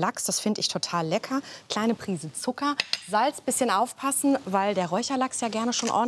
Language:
German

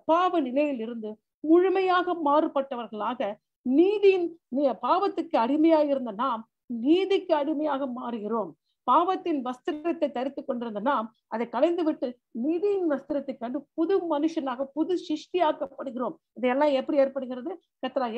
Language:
Tamil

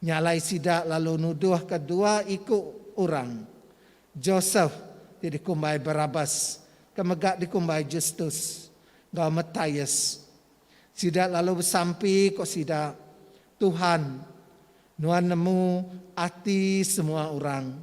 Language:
Iban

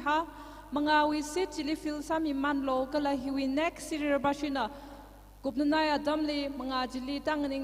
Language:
Tangkhul Naga (India)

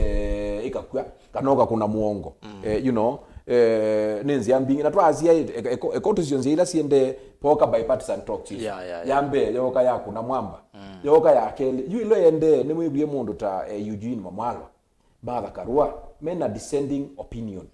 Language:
Kamba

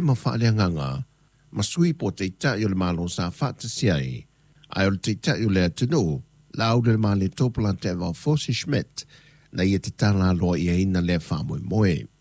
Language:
Samoan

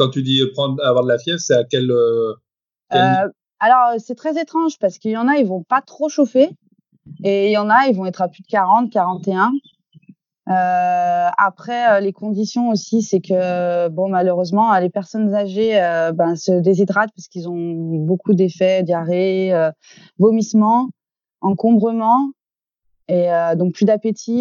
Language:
French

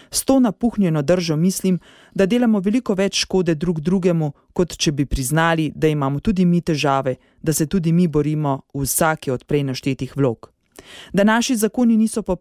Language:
Slovenian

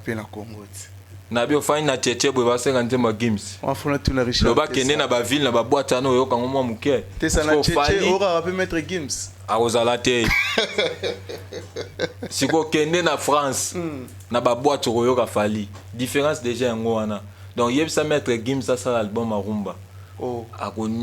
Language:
Lingala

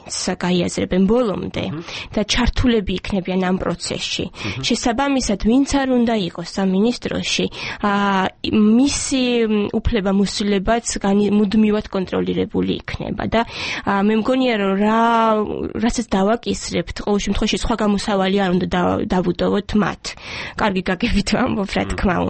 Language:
Georgian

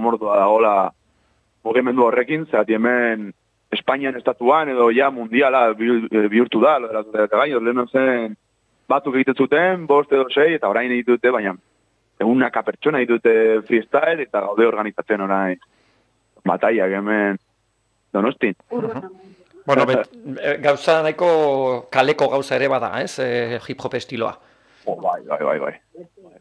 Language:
Basque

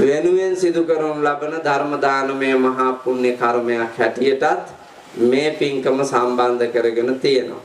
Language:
Sinhala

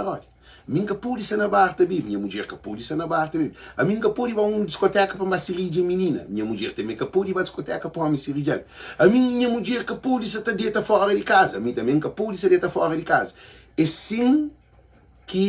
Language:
Kabuverdianu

